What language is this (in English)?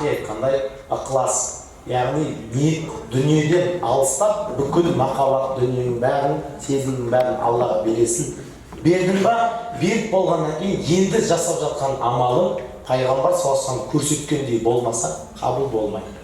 Kazakh